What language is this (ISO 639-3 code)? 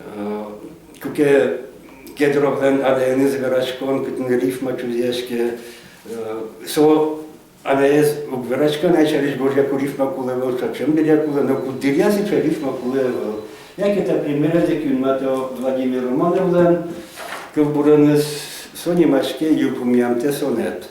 udm